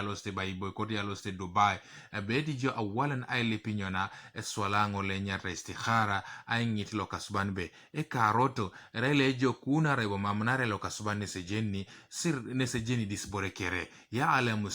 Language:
Teso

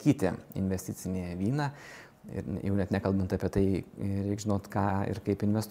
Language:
Lithuanian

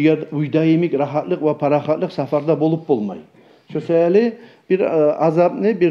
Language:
Kumyk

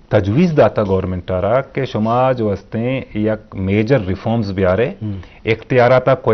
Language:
Baluchi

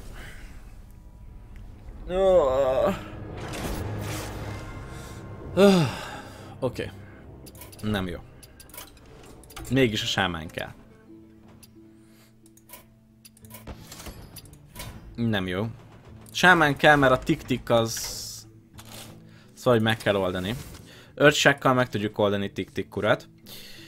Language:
Hungarian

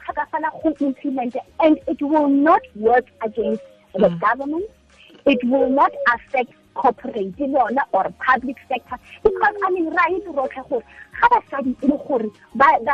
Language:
Tswana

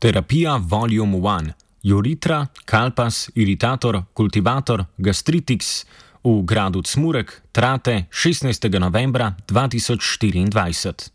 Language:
Slovenian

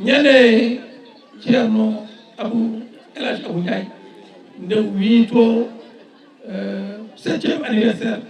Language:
Fula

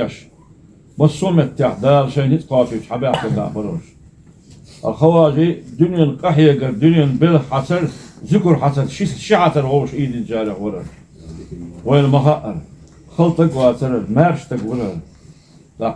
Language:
Ingush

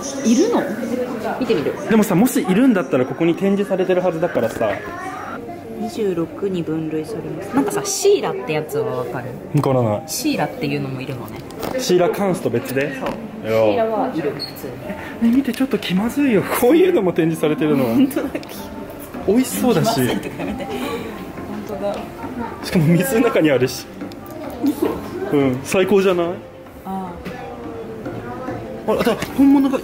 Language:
Japanese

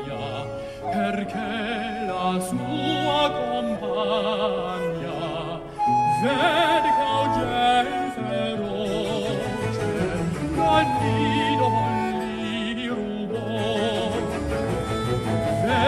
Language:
Italian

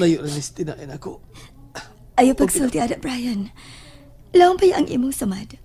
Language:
Cebuano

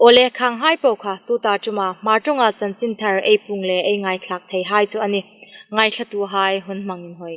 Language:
Hmar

